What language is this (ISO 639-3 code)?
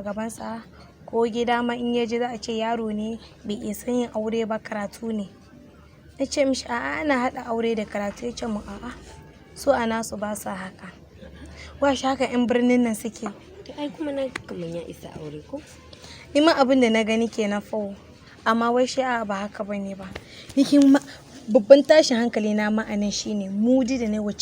hau